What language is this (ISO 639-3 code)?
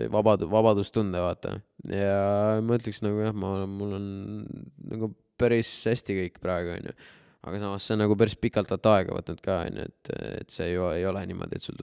est